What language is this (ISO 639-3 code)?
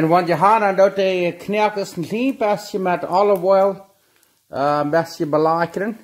pdt